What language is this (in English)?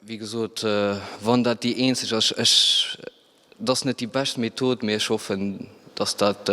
Luxembourgish